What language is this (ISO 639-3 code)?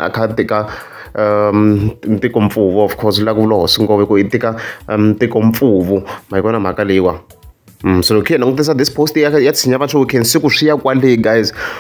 tso